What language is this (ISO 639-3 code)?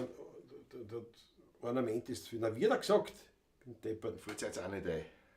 bar